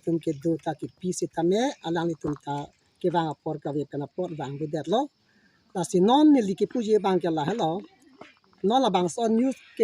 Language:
Karbi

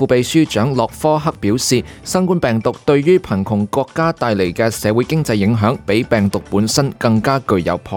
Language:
Cantonese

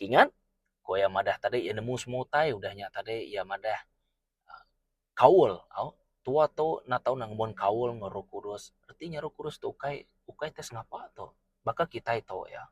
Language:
Iban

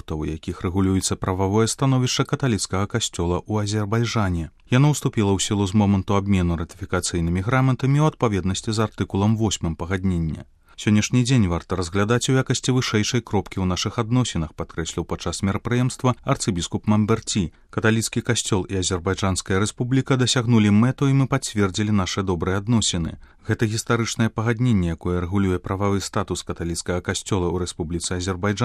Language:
Belarusian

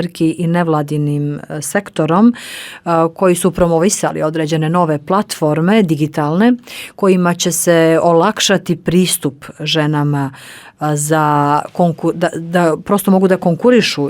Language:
Bosnian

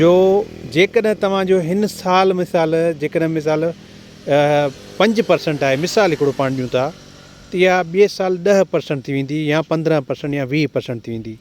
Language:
Sindhi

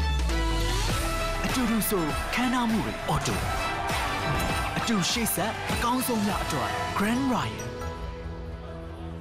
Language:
Burmese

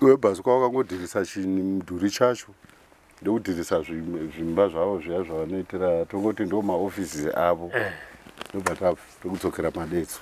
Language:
Shona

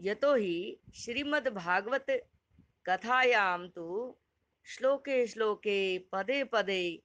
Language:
Sanskrit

